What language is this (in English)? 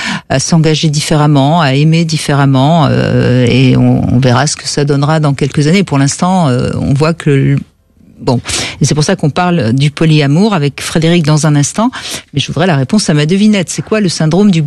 French